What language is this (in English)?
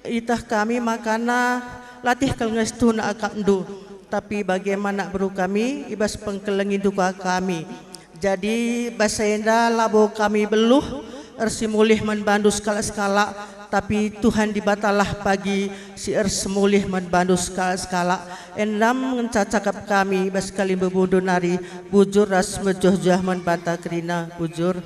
Batak Karo